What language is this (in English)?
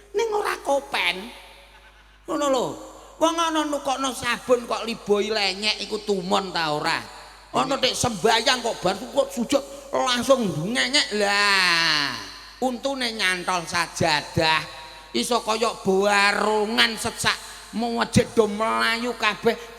Javanese